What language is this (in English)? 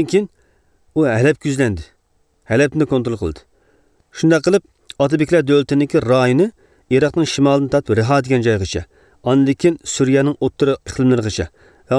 Uyghur